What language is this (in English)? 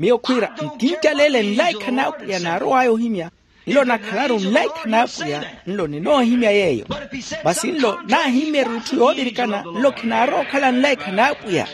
Makhuwa